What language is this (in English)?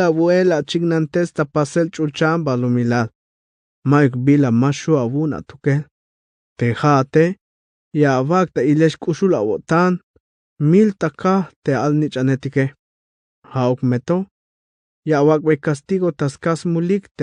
Tzeltal